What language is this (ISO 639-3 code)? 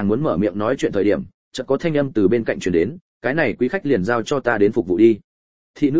vie